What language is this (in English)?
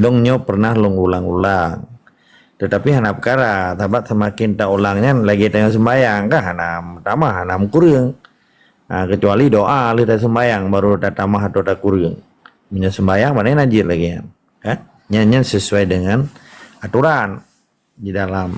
Achinese